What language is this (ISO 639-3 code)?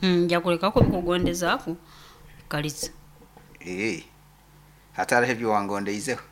nyo